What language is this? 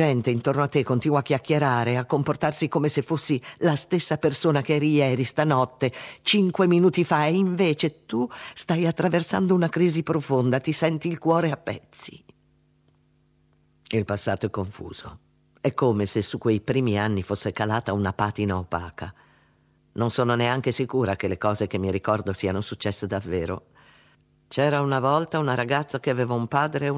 Italian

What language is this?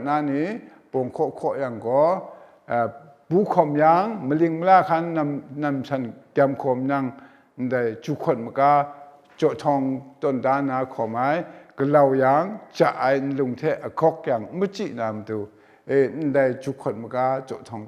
Kachin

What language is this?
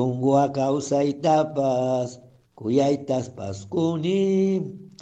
Chimborazo Highland Quichua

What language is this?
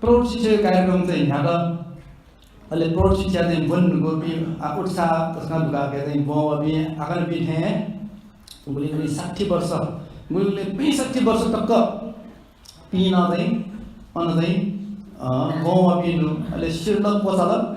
Newari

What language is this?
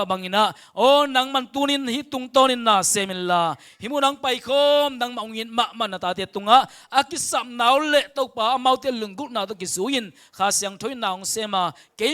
Tedim Chin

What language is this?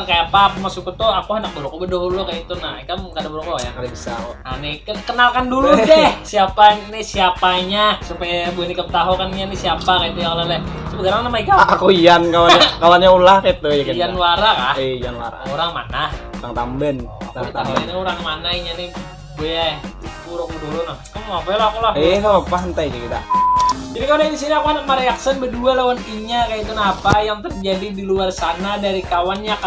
Banjar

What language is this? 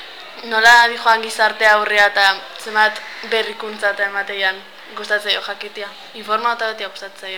Basque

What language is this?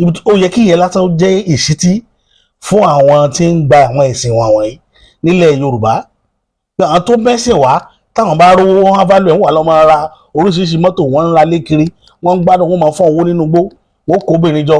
Yoruba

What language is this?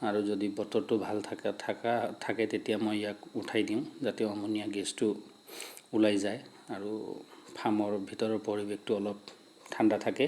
Assamese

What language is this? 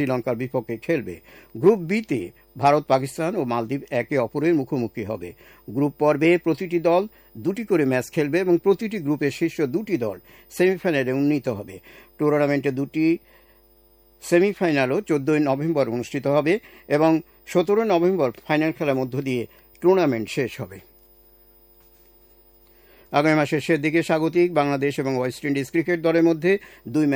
Bangla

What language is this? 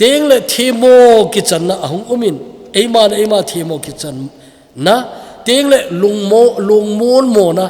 Thado Chin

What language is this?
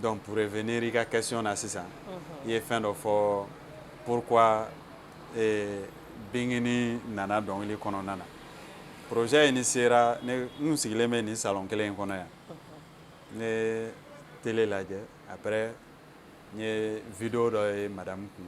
Bambara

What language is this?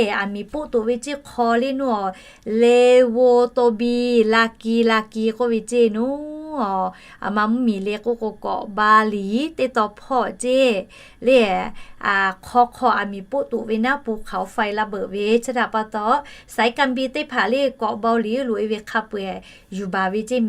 Lahu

